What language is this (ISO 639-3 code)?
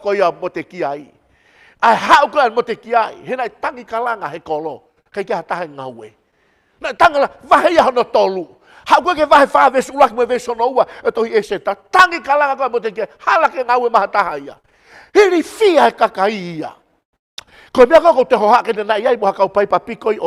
ton